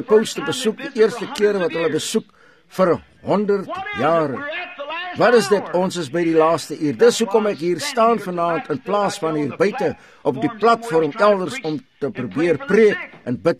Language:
Afrikaans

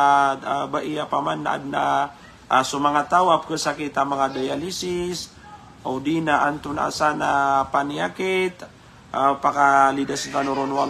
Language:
Maranao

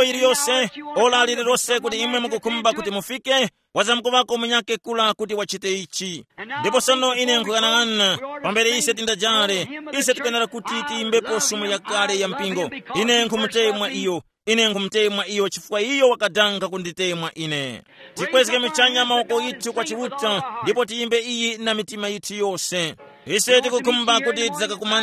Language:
Tumbuka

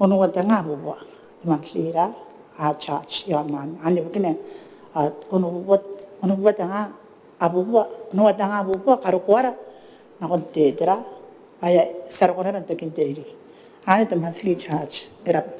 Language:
Gilbertese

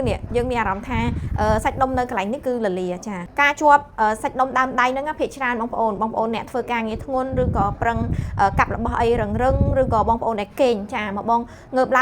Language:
Khmer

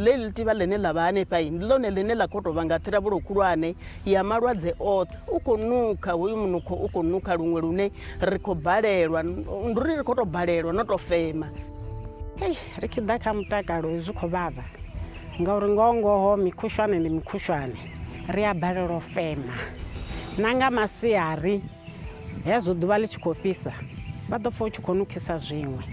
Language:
Venda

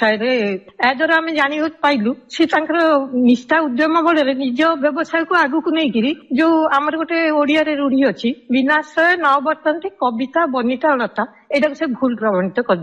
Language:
Odia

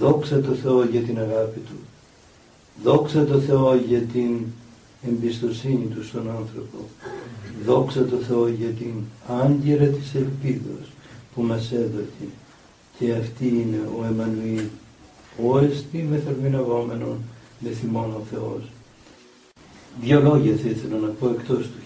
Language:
Greek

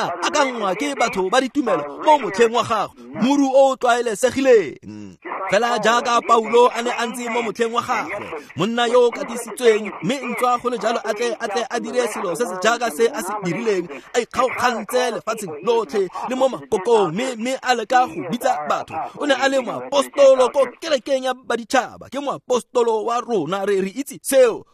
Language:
Tswana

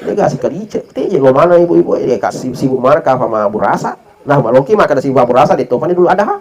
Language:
Buginese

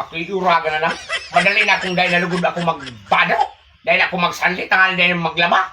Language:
Bikol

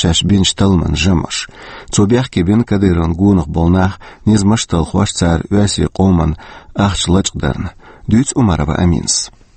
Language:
Chechen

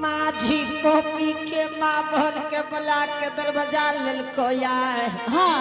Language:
Angika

